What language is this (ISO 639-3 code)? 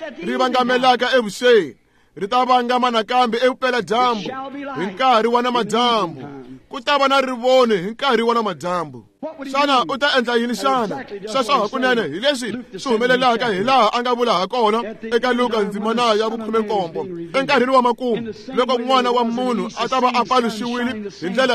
tso